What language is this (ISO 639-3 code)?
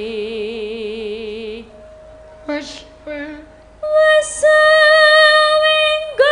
jav